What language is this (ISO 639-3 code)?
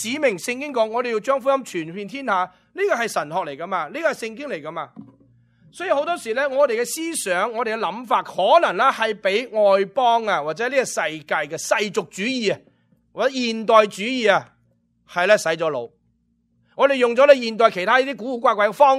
yue